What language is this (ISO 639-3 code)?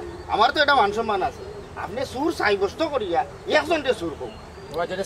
syl